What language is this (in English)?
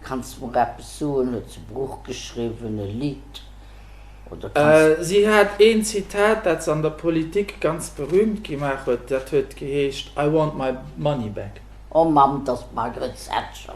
Luxembourgish